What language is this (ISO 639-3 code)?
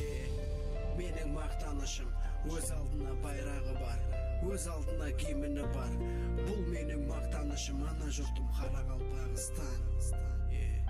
kaa